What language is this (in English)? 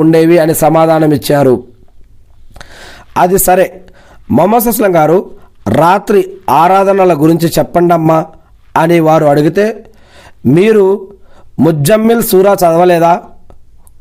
Telugu